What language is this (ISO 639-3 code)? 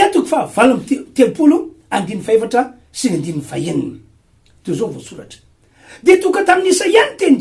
mlg